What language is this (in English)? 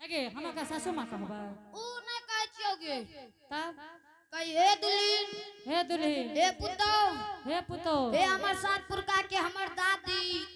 Angika